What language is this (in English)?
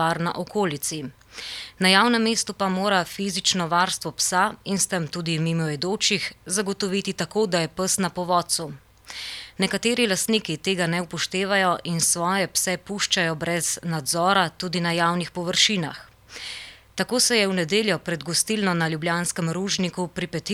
Slovenian